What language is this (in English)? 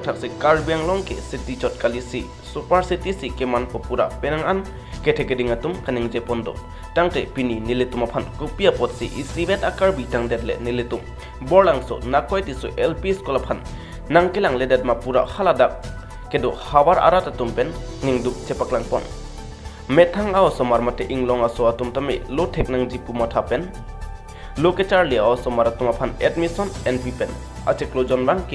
Karbi